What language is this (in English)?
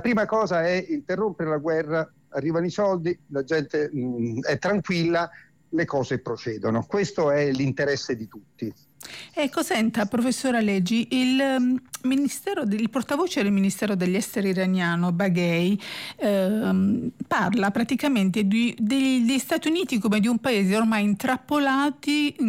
Italian